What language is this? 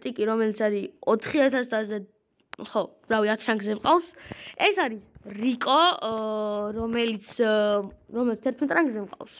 Georgian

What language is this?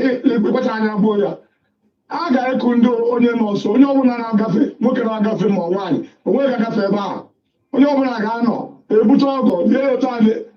Igbo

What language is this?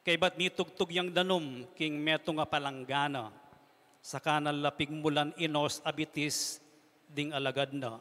Pampanga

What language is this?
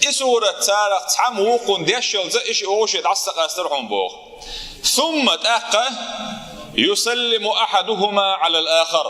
Chechen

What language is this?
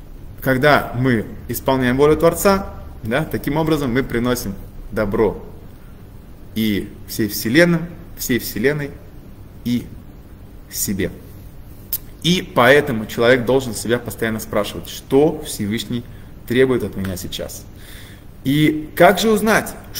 Russian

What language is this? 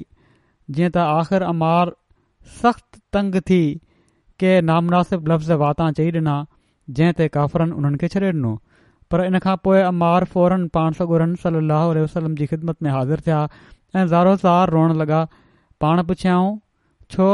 Sindhi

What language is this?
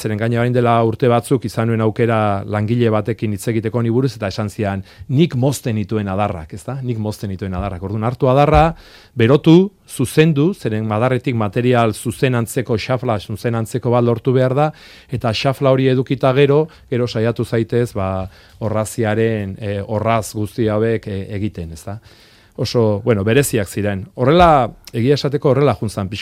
Basque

